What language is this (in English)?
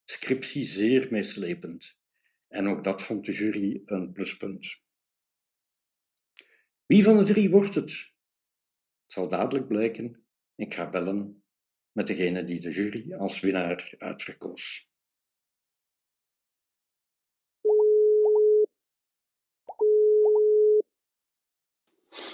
Dutch